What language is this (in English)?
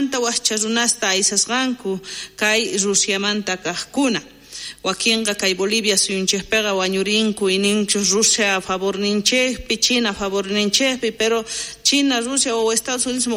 South Bolivian Quechua